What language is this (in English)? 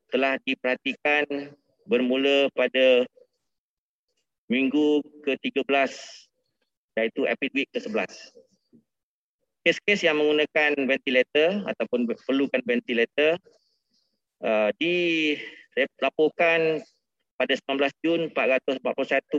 Malay